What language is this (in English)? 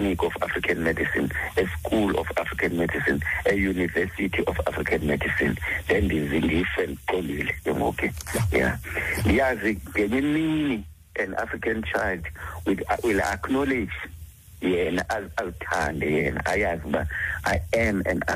Xhosa